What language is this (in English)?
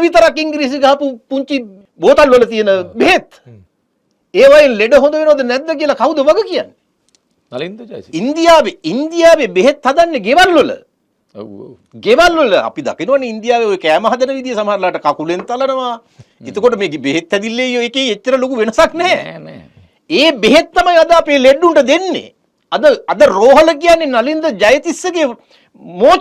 Sinhala